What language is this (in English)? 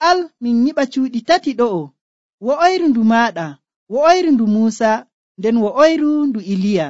Nigerian Fulfulde